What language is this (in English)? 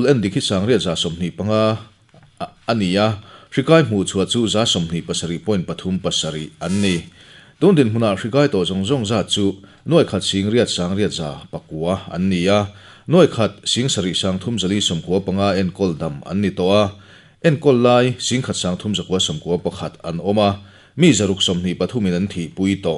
Mizo